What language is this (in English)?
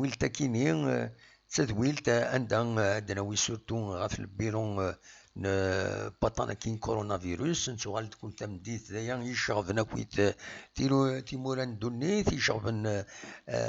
Kabyle